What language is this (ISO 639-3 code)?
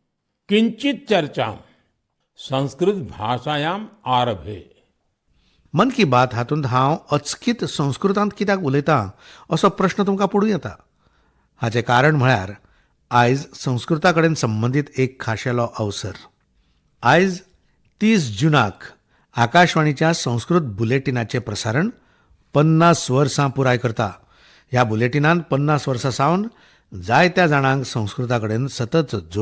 kok